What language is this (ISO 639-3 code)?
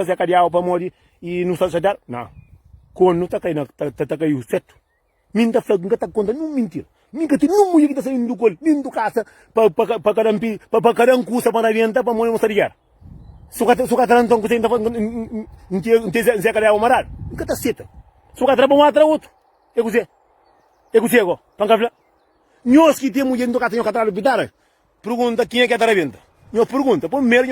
kea